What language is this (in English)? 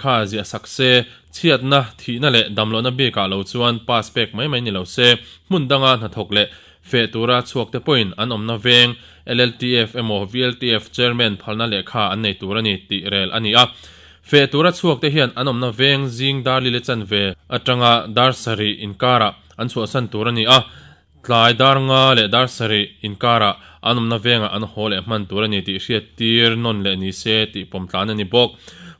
Mizo